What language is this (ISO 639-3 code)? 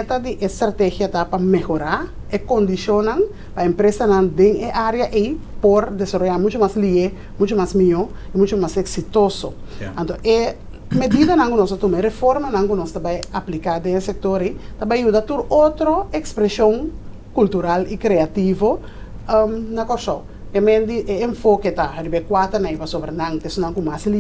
pap